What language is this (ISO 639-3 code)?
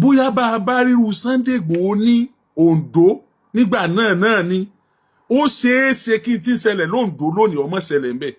yor